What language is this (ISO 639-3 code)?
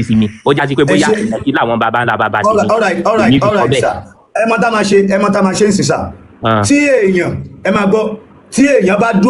yor